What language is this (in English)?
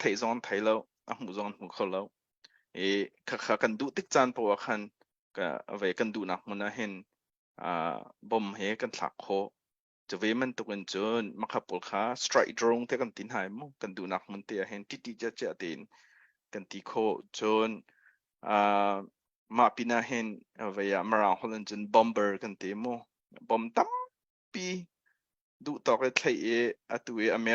Hakha Chin